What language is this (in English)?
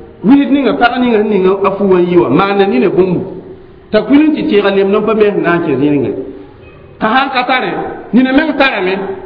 Mossi